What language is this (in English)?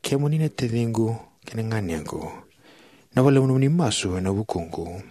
Fijian